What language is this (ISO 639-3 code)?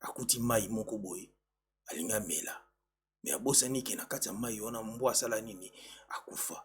lin